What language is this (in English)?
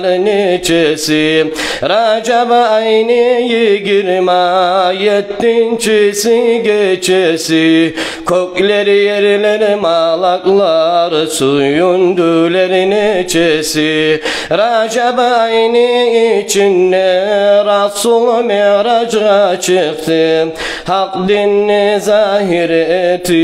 Kumyk